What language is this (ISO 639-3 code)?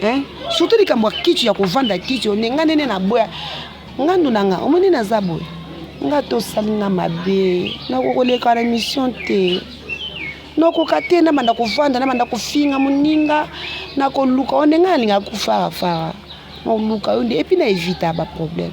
lin